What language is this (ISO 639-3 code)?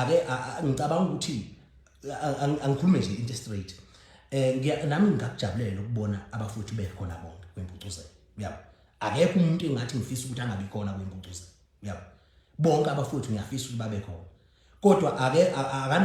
zul